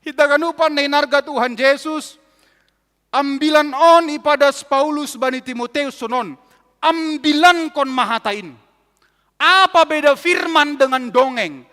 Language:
Batak Simalungun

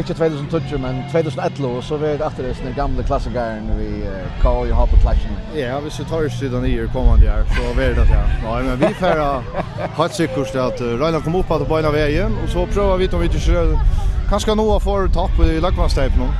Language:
Faroese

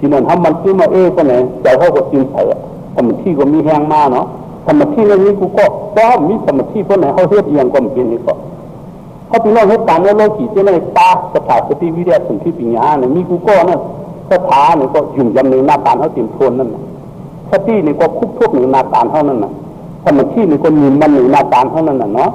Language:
Shan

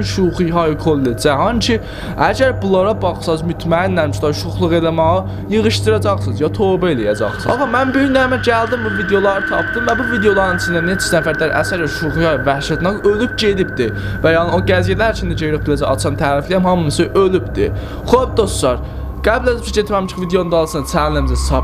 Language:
South Azerbaijani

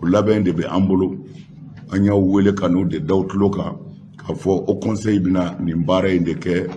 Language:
Bambara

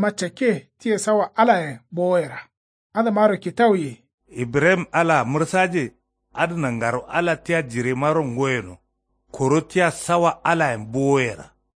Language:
Kanuri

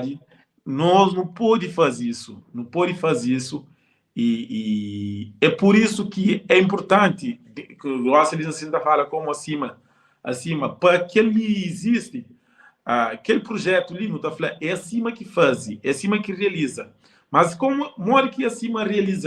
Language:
Kabuverdianu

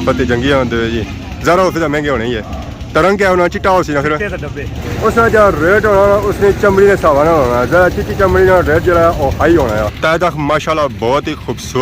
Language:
Pahari-Potwari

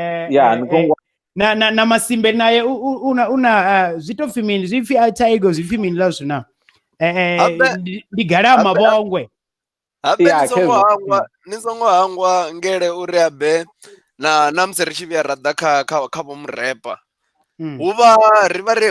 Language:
Venda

